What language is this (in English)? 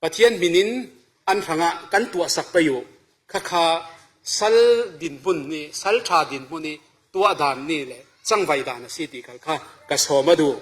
Falam Chin